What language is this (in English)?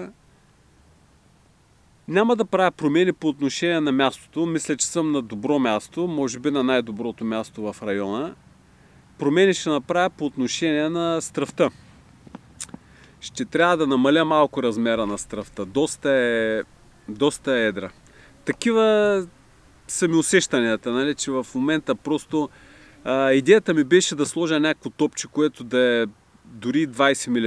Bulgarian